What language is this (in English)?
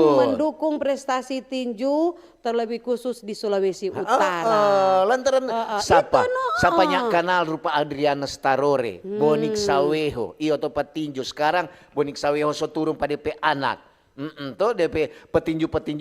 Manado Malay